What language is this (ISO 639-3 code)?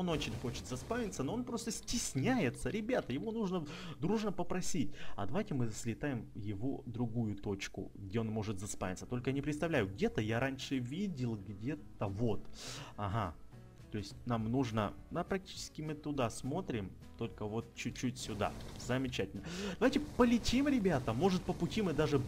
rus